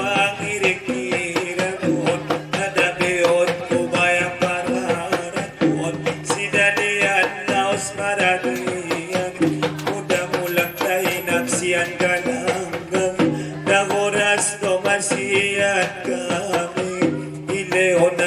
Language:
Batak Angkola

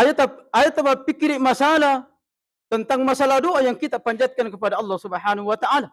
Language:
Buginese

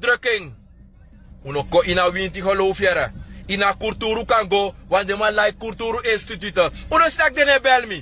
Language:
Sranan Tongo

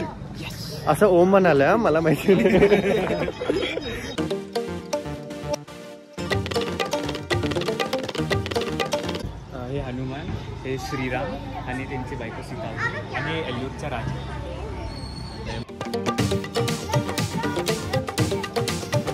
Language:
Marathi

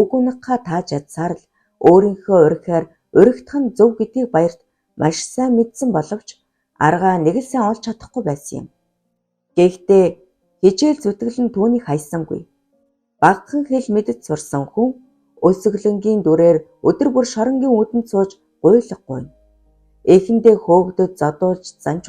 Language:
Mongolian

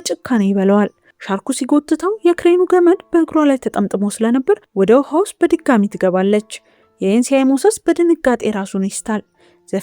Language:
Amharic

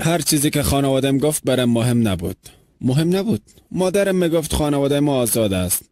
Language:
Persian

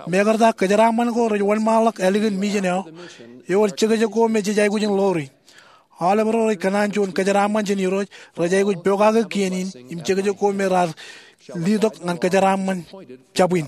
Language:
Marshallese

